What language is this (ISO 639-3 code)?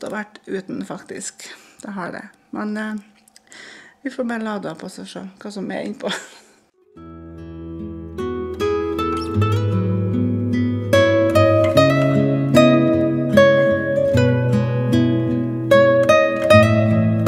nor